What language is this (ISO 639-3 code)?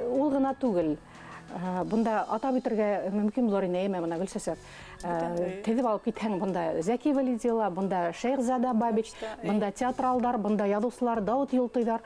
bak